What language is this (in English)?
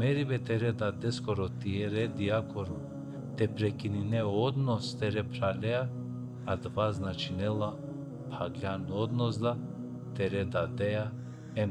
Balkan Romani